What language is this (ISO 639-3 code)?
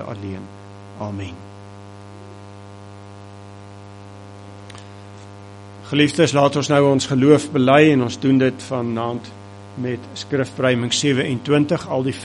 afr